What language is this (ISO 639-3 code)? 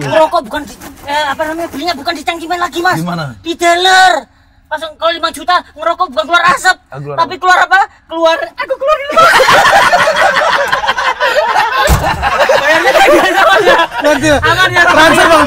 ind